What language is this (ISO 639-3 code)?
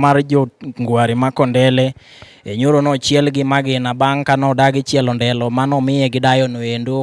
luo